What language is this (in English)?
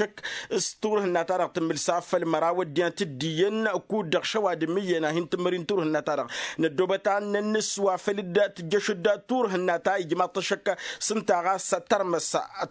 Tamasheq